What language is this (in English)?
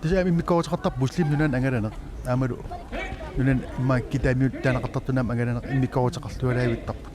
Kalaallisut